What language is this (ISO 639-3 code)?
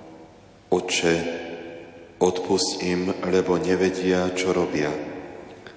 slk